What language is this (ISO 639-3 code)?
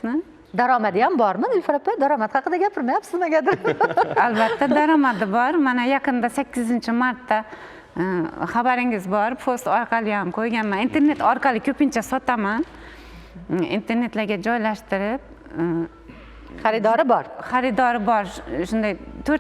uzb